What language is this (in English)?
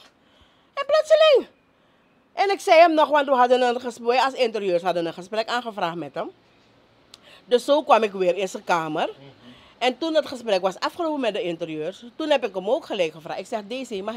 Dutch